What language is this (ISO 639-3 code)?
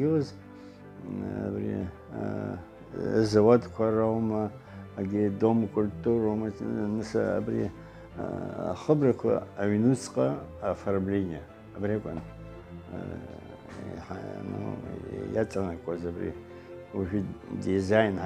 abk